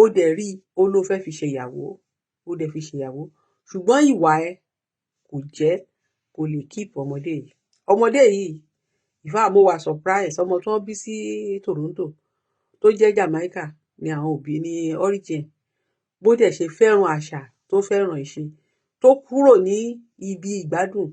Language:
Yoruba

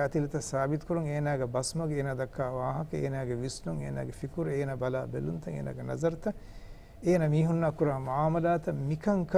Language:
Divehi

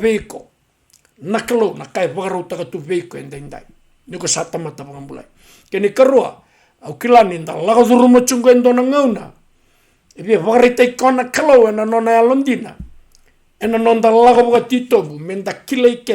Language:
Fijian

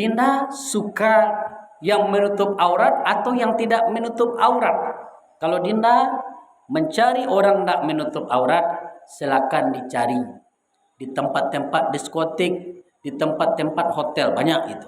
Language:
Minangkabau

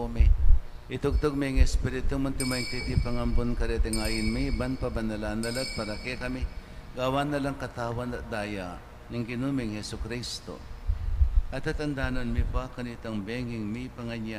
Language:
Pampanga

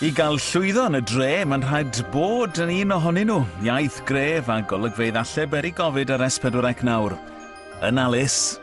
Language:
Welsh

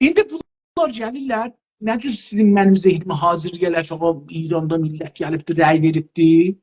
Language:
South Azerbaijani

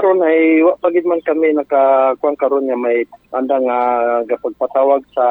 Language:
Aklanon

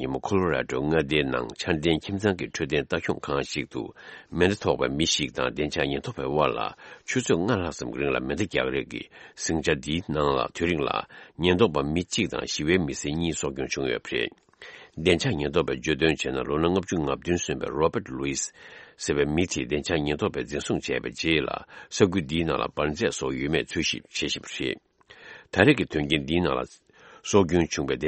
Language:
Tibetan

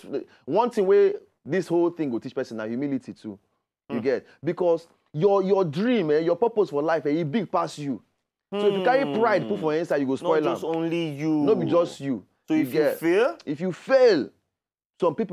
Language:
Nigerian Pidgin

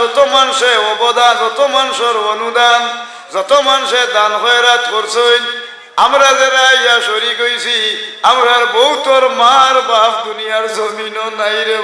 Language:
Sylheti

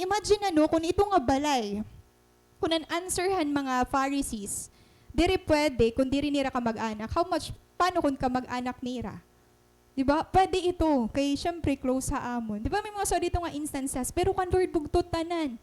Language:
Waray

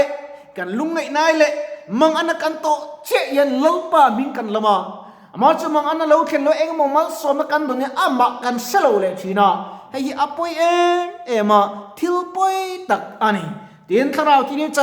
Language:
Mizo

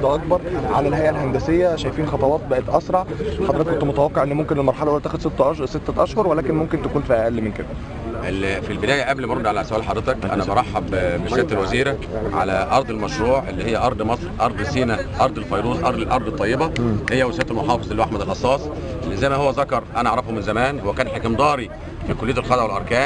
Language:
Egyptian Arabic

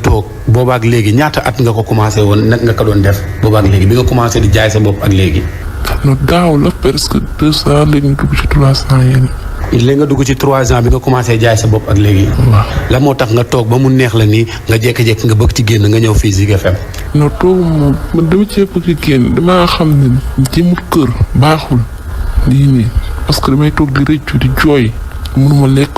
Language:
Wolof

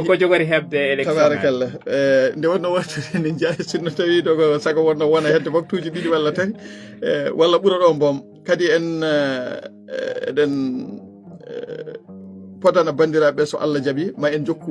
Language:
Fula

